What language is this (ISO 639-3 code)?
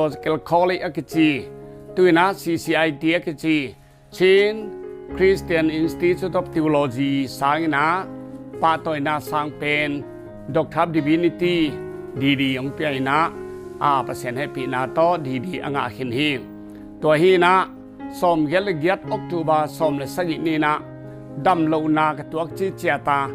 ctd